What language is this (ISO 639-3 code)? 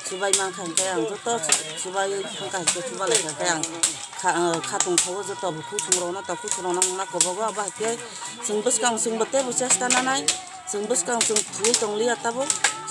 trp